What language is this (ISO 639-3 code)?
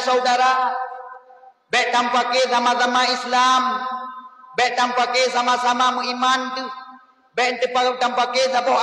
ace